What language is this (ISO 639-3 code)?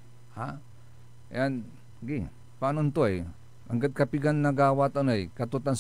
pag